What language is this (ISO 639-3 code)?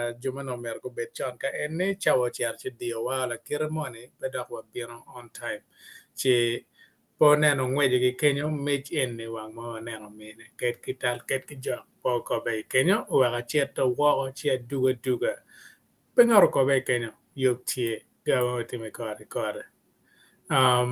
ach